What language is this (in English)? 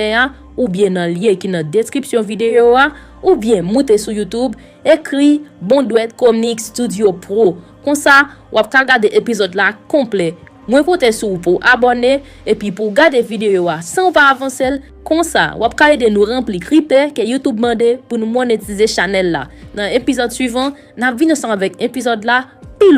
Haitian Creole